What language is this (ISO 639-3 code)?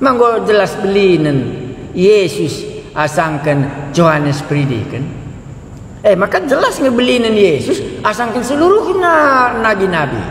btx